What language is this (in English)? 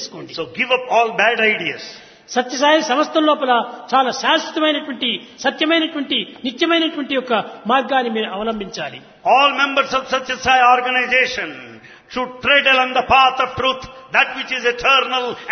Telugu